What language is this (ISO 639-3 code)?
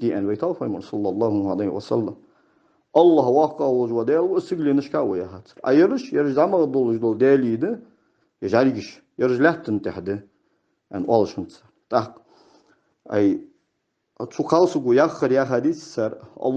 inh